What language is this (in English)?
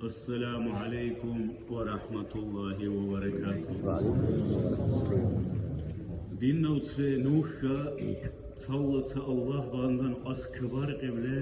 Dargwa